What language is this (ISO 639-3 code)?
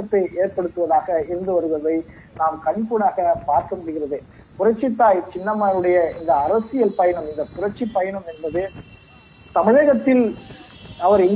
tam